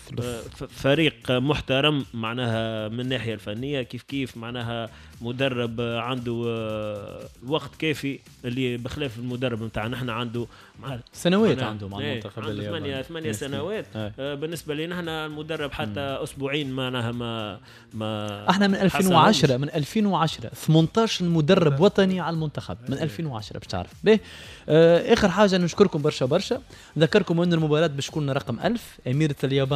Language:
Tunisian Arabic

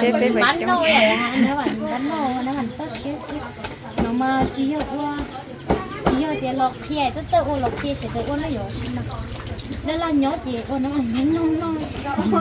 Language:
Hmong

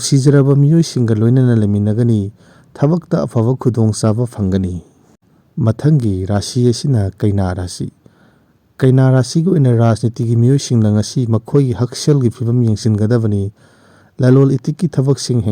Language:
Manipuri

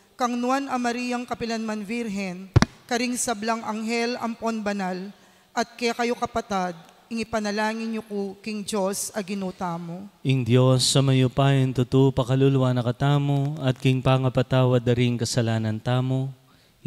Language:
Pampanga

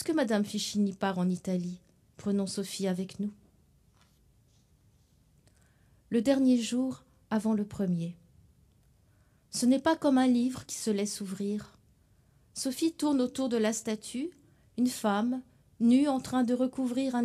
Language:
French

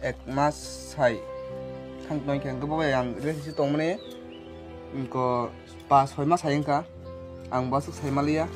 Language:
Kok Borok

